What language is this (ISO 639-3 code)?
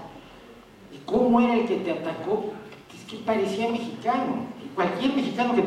spa